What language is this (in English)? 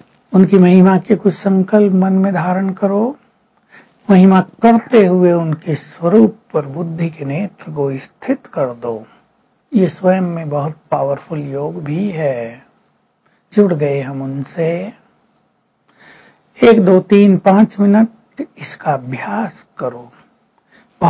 Hindi